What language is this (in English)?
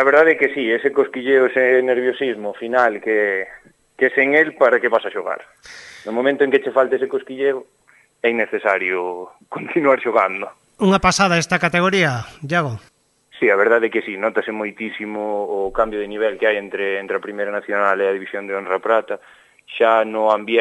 Galician